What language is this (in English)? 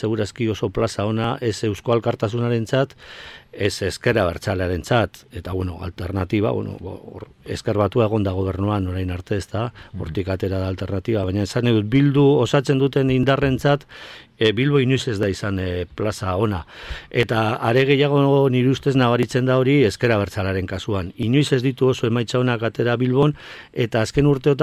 Basque